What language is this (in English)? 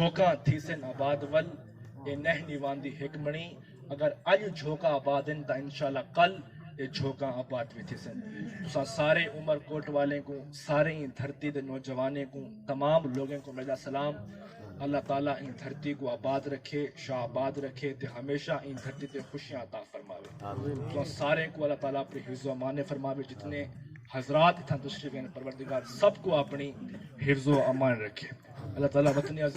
Saraiki